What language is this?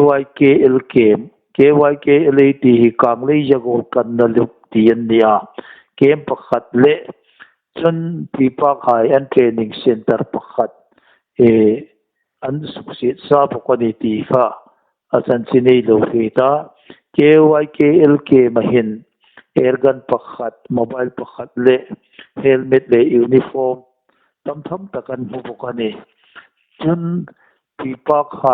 Hmar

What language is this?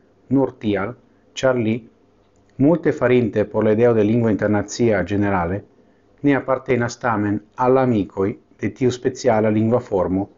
Esperanto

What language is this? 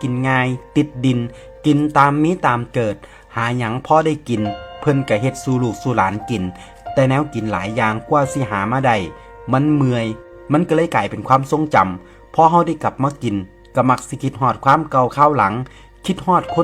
Northeastern Thai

